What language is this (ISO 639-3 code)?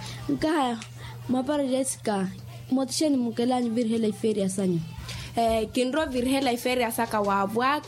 vmw